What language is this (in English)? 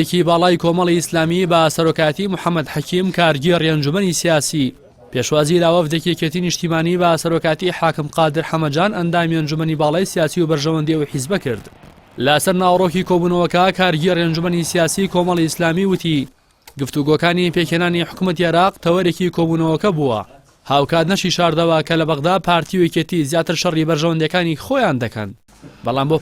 Central Kurdish